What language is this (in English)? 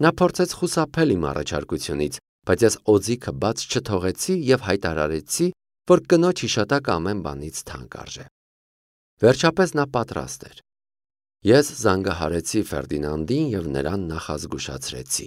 Armenian